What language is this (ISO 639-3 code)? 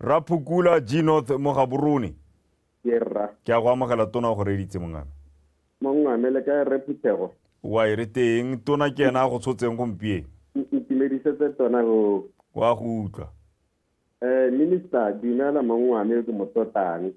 tsn